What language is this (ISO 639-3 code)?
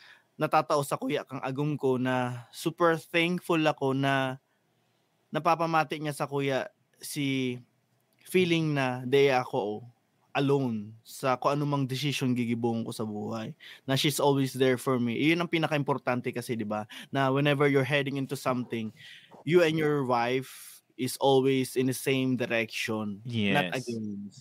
bik